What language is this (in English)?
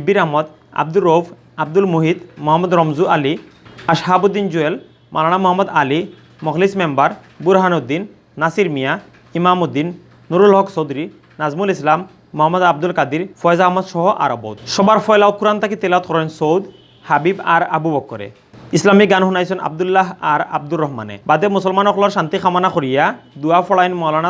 Sylheti